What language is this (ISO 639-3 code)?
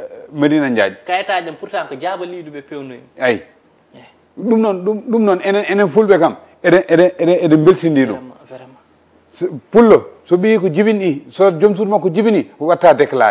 ful